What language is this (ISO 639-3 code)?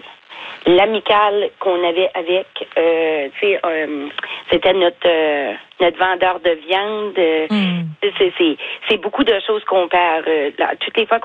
fra